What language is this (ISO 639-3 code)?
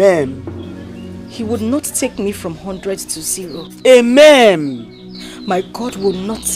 pcm